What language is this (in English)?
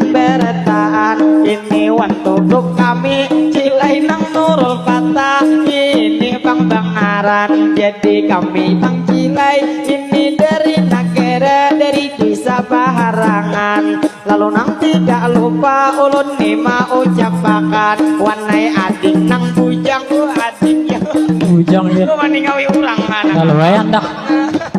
Banjar